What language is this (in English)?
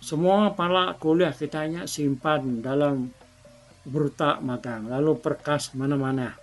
Iban